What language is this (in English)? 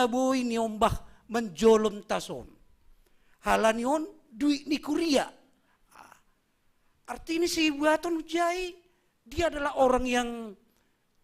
Batak Simalungun